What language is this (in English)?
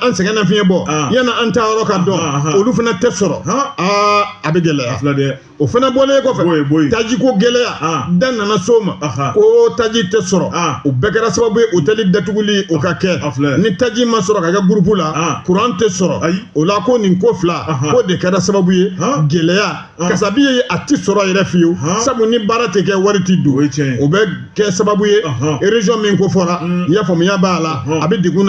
Bambara